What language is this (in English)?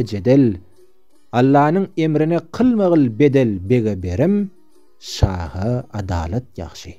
Turkmen